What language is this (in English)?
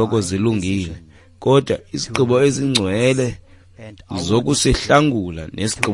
Xhosa